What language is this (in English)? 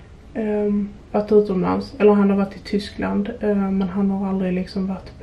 Swedish